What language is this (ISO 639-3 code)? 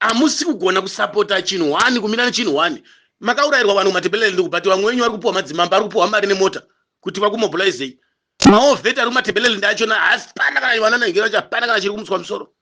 sna